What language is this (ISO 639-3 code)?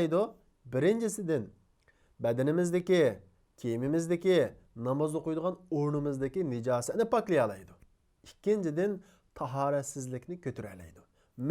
uig